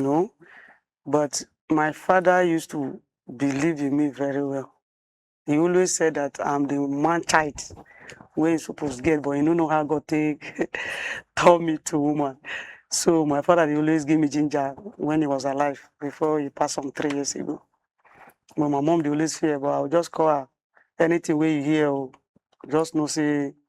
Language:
Nigerian Pidgin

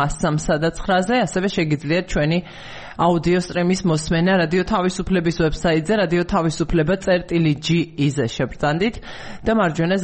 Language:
Georgian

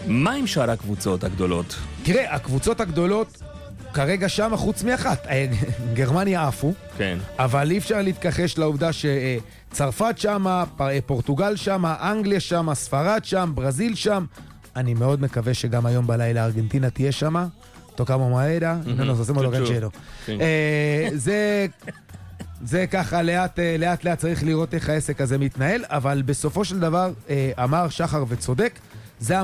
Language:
Hebrew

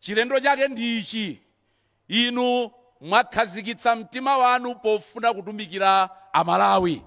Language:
Nyanja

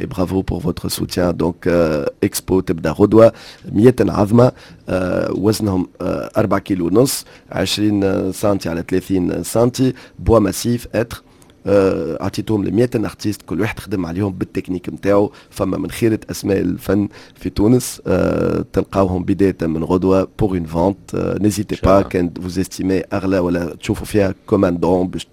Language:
Tunisian Arabic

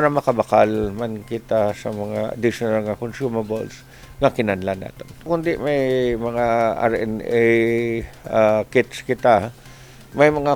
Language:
Hiligaynon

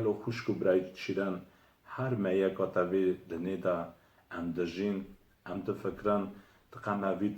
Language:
Kurdish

